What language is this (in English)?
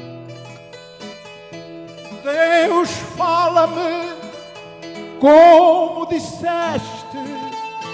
Portuguese